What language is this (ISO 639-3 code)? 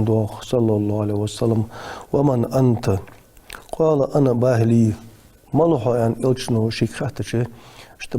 inh